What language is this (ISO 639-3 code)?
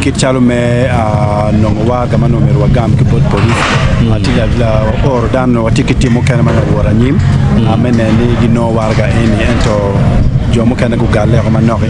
ach